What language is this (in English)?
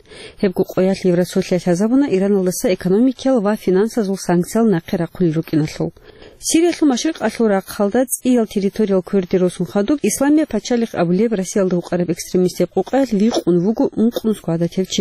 Avaric